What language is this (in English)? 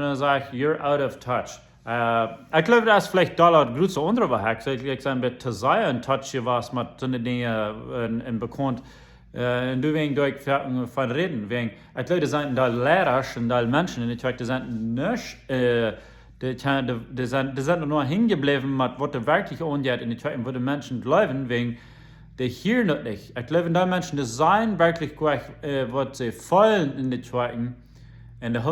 Plautdietsch